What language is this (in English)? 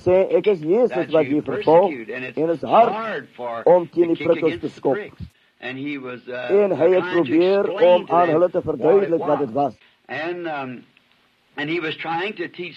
Afrikaans